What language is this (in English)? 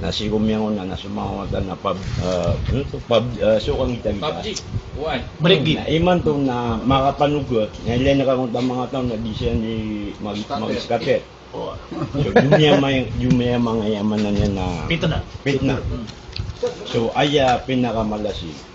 Maranao